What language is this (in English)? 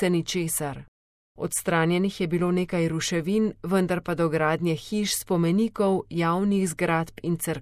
Slovenian